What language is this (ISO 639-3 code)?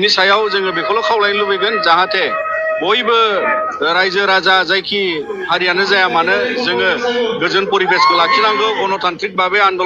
brx